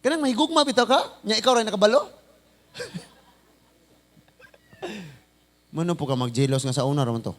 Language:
Cebuano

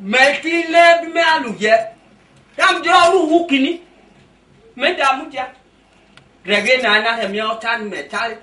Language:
Esan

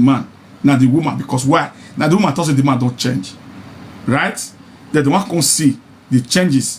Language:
Nigerian Pidgin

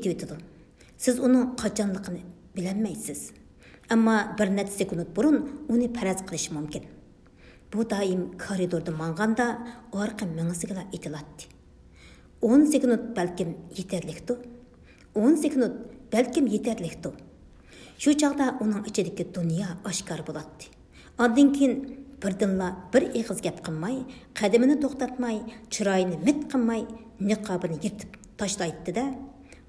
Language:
Uyghur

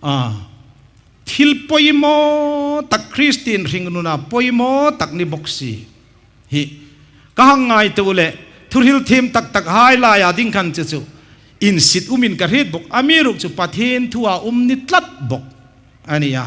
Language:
Hmar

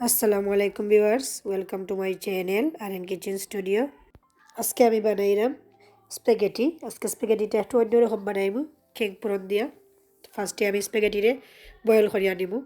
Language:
Sylheti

